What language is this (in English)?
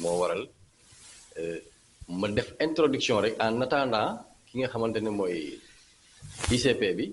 Wolof